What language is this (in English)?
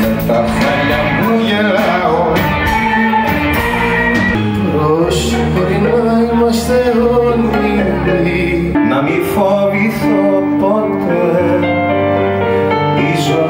Greek